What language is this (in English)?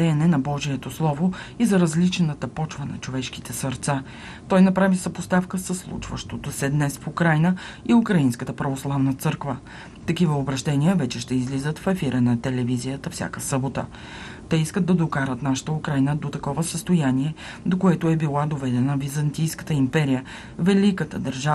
Bulgarian